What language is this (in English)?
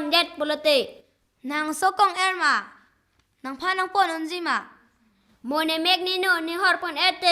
Karbi